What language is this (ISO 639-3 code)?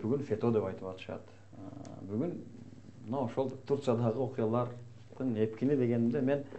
kir